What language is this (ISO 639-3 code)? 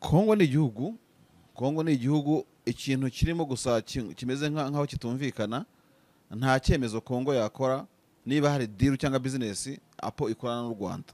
kin